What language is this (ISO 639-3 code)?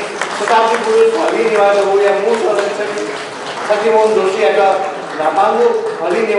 new